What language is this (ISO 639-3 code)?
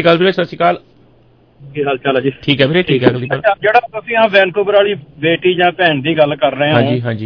pan